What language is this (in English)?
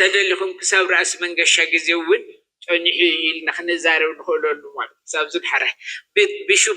Tigrinya